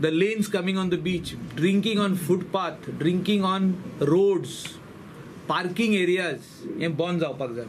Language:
Konkani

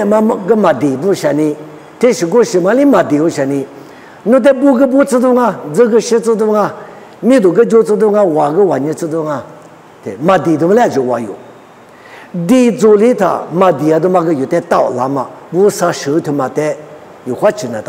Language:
Lisu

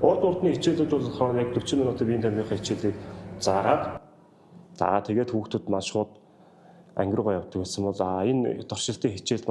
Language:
Mongolian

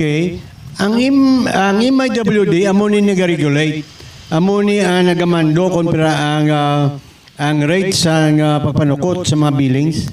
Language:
Hiligaynon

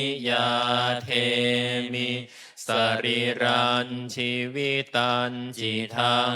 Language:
Pali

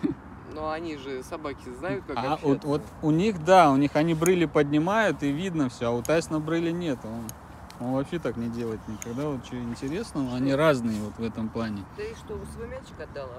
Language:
Russian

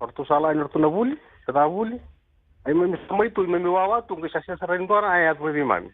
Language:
Fijian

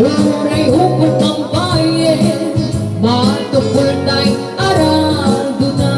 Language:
Iloko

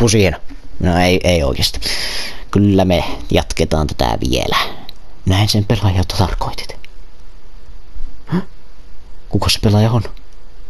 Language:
Finnish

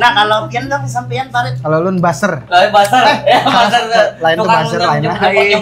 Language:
Banjar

